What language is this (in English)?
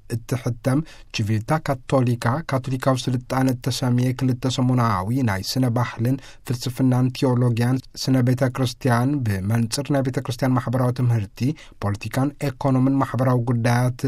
Tigrinya